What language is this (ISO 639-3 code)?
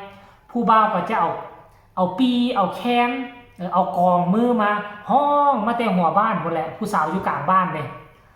tts